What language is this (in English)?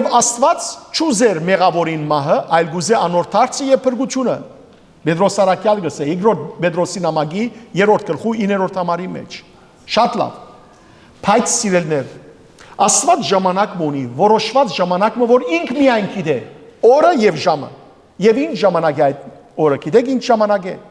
Western Armenian